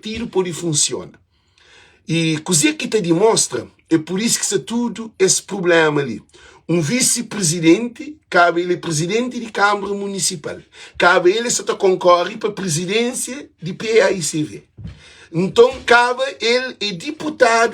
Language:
Kabuverdianu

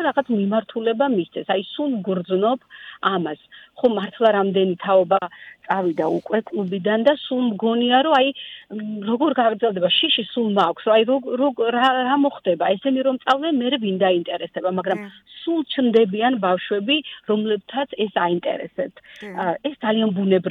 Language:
Georgian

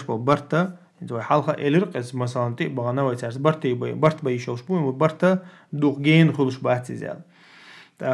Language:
Chechen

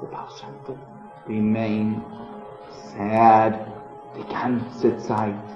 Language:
Yiddish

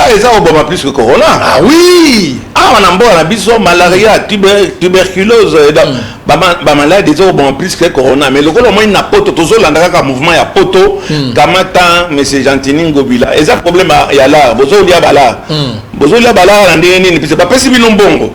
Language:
Lingala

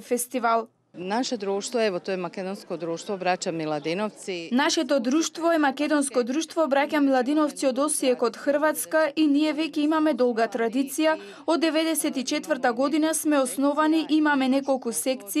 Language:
Macedonian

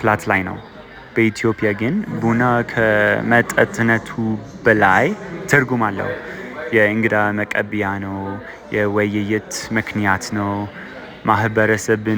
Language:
Amharic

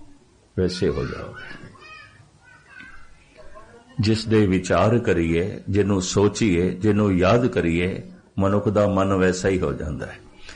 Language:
Punjabi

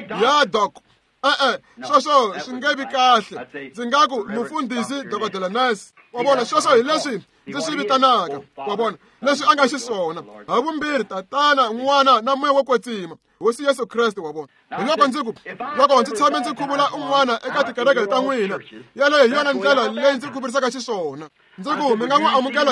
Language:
Tsonga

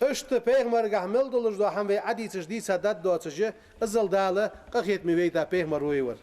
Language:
Ingush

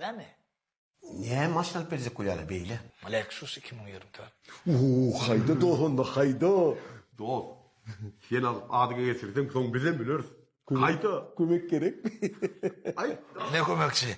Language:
Turkmen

